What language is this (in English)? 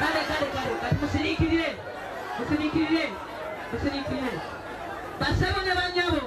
Ganda